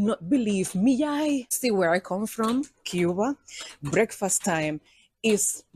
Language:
Jamaican Creole English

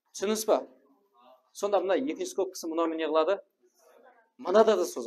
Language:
Kara-Kalpak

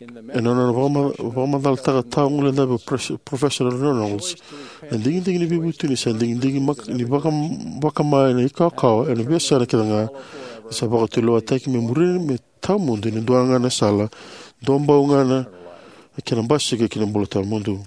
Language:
Fijian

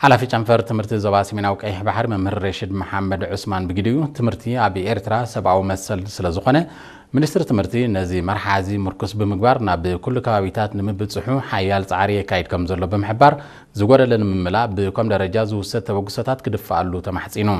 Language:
Tigrinya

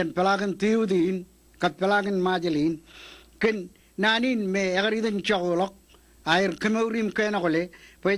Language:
Marshallese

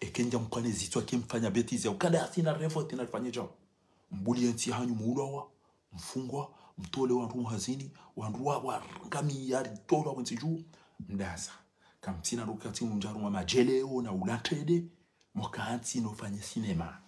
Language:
Ngazidja Comorian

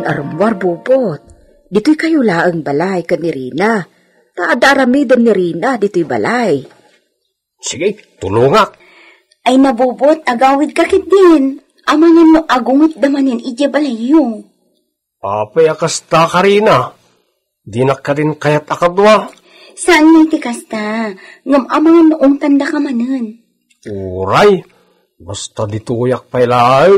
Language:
Iloko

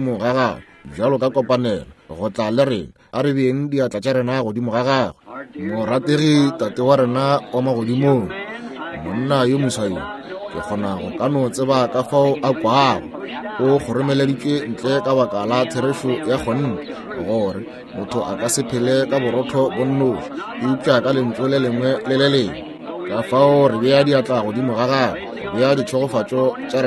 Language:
Northern Sotho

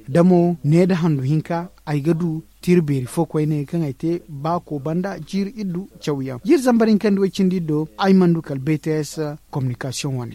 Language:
Zarma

